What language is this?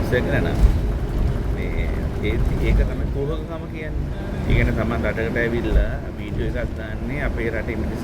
Sinhala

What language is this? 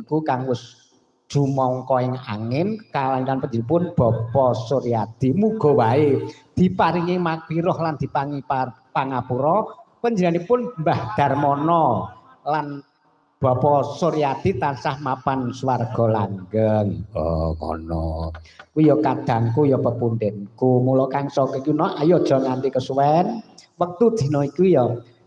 Javanese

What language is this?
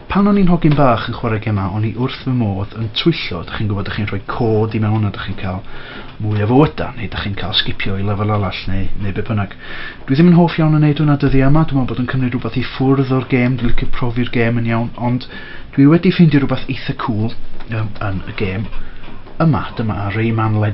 Welsh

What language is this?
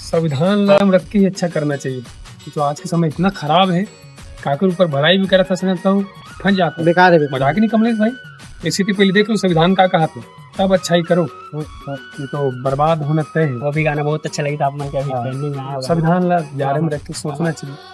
Chhattisgarhi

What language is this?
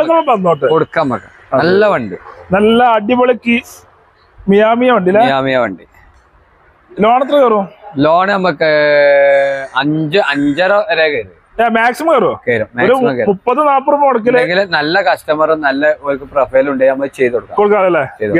Malayalam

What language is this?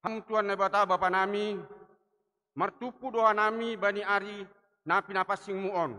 Batak Simalungun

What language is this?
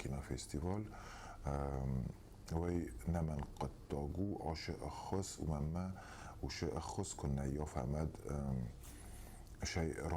Ossetic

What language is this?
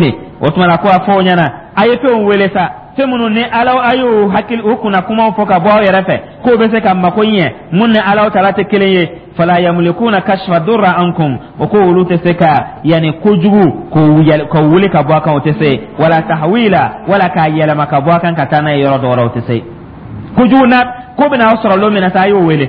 Dyula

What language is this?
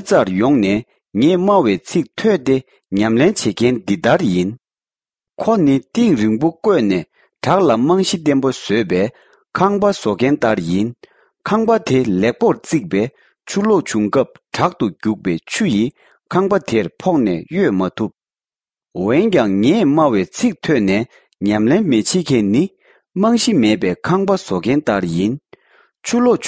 Tibetan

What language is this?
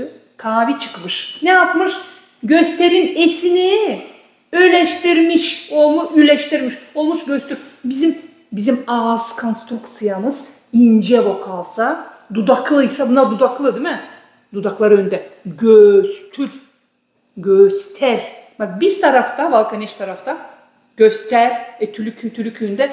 Gagauz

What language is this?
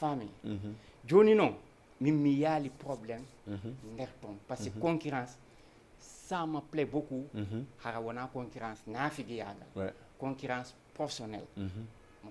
Fula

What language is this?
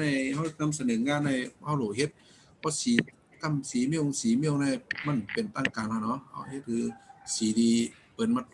Shan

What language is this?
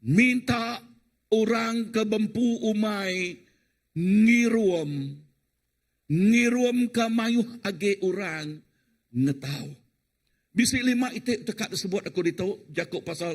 Iban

